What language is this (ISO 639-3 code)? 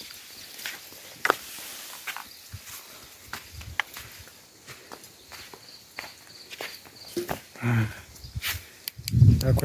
ksw